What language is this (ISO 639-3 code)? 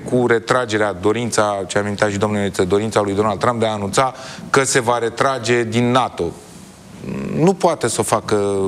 ron